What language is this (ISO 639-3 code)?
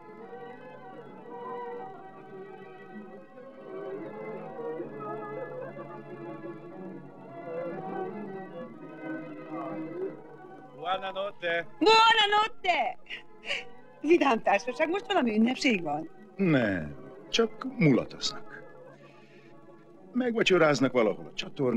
hun